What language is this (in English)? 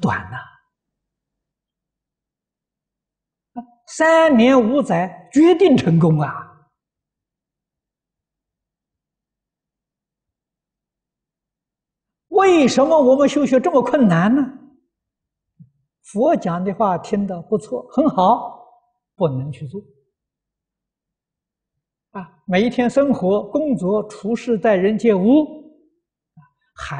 Chinese